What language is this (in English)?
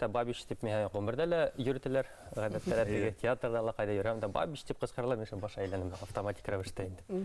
Bashkir